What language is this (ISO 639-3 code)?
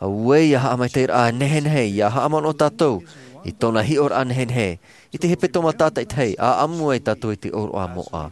tah